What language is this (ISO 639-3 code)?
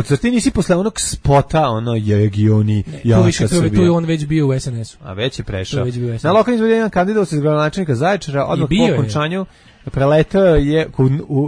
srp